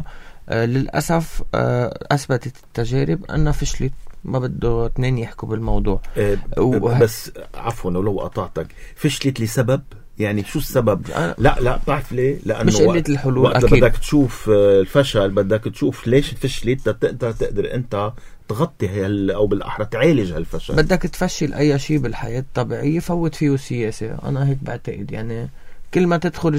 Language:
North Levantine Arabic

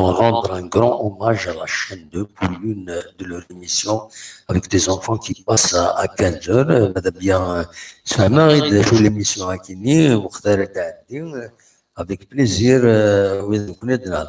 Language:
Kabyle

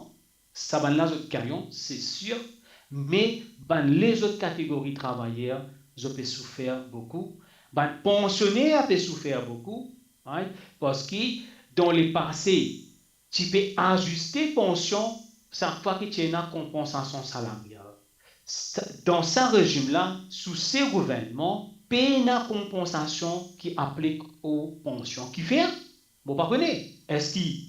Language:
Morisyen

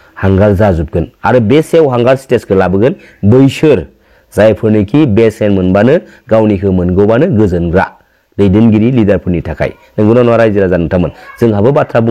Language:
Bodo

